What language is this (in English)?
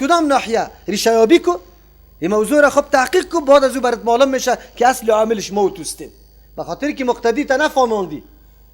Persian